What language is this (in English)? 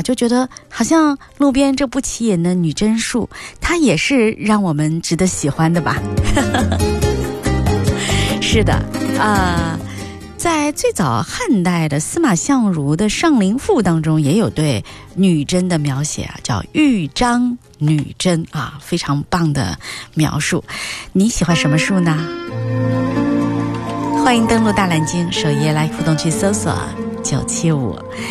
Chinese